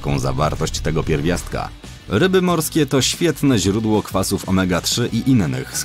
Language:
Polish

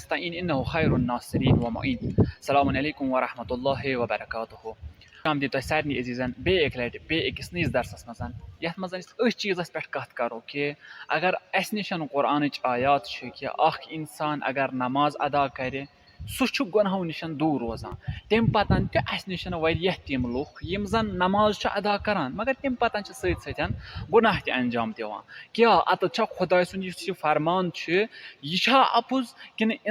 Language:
Kashmiri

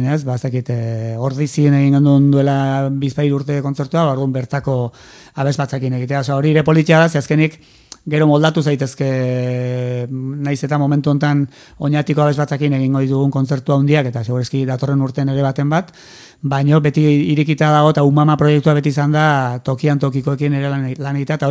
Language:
Basque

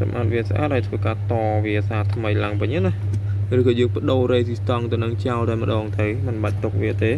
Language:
Khmer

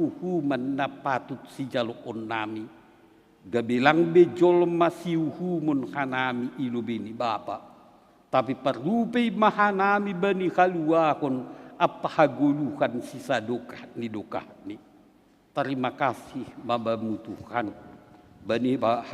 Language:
Batak Simalungun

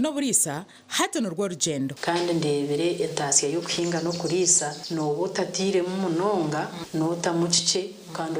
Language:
Nyankole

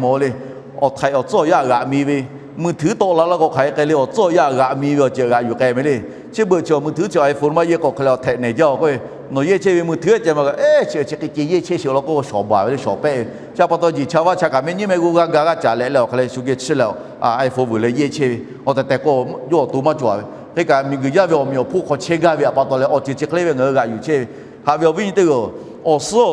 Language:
Lahu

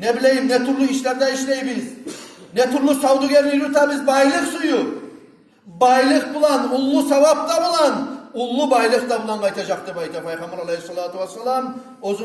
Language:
Kumyk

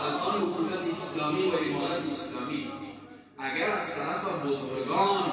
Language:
Persian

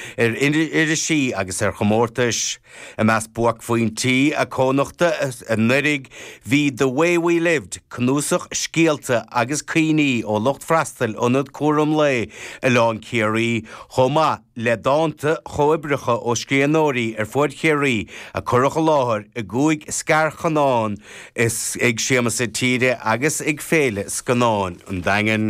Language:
Irish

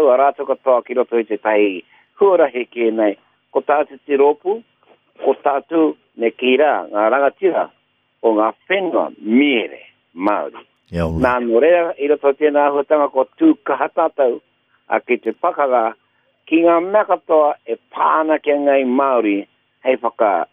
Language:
Māori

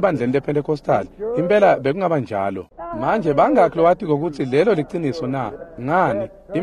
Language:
Swati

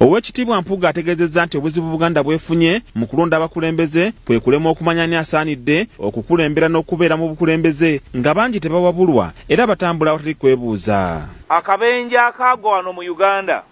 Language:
Ganda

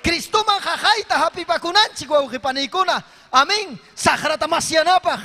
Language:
Ayacucho Quechua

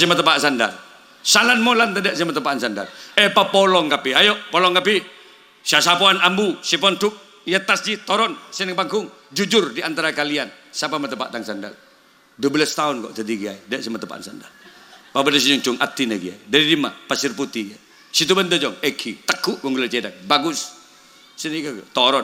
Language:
Madurese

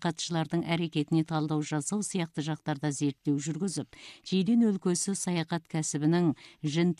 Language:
Kazakh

